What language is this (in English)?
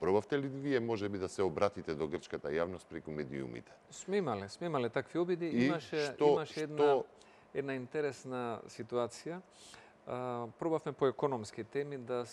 Macedonian